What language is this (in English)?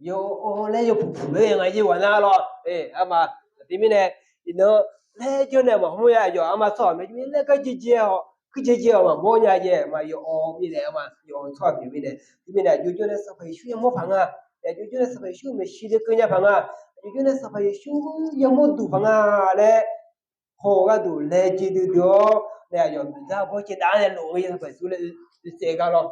Akha